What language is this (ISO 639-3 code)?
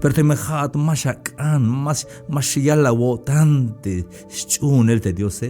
tzh